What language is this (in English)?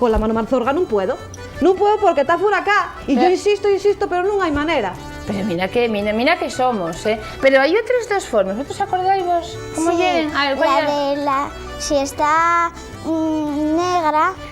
Asturian